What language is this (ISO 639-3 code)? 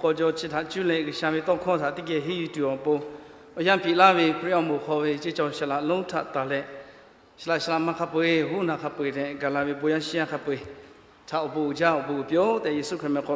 lhu